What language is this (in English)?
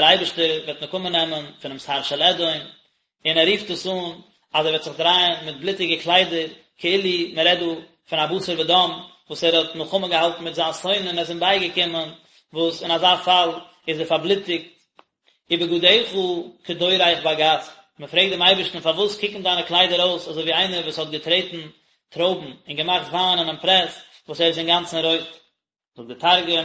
Yiddish